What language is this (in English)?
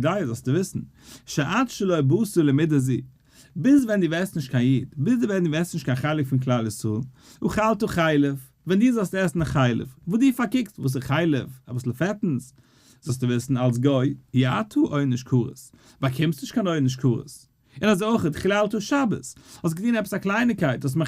Yiddish